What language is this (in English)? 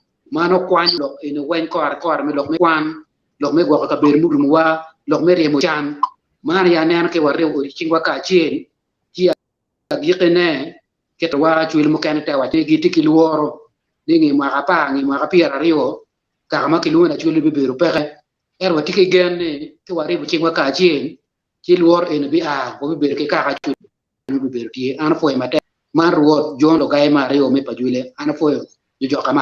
Acoli